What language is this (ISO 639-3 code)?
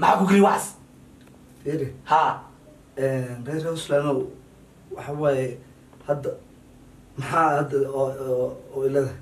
som